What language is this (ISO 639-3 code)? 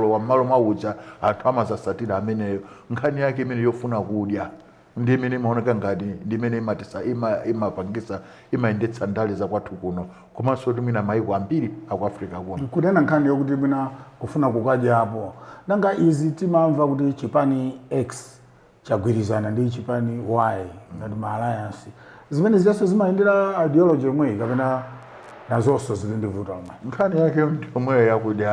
nya